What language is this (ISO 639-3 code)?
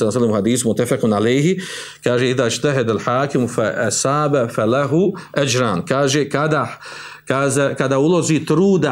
bos